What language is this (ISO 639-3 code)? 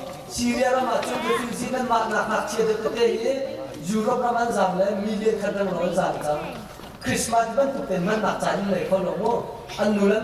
cnh